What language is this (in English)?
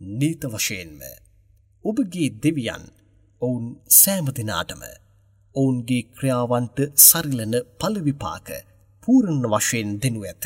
Sinhala